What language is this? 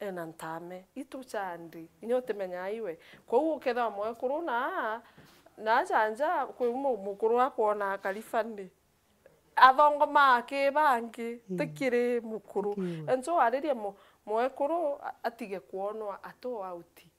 Meru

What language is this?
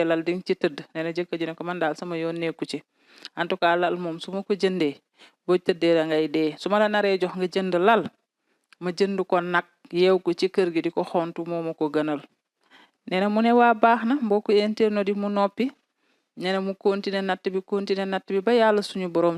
Wolof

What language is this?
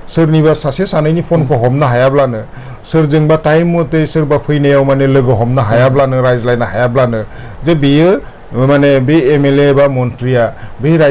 Bodo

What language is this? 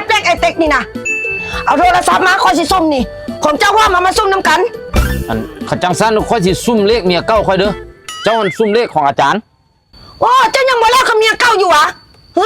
Northeastern Thai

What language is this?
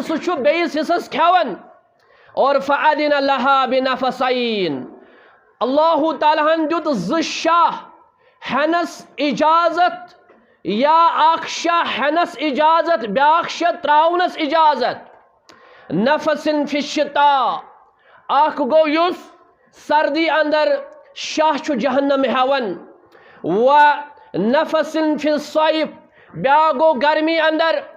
Kashmiri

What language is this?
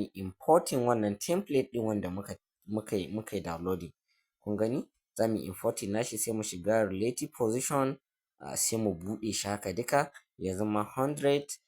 Hausa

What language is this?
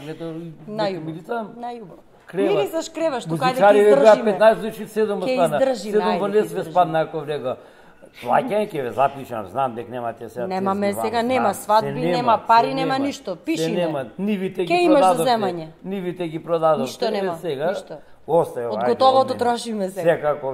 Macedonian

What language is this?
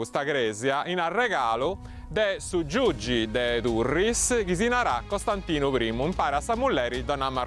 Sardinian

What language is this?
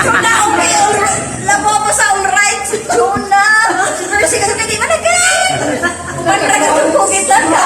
Cebuano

